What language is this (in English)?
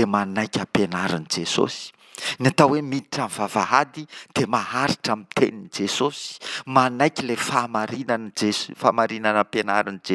Malagasy